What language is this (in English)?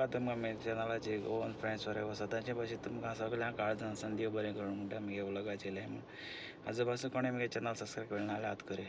Konkani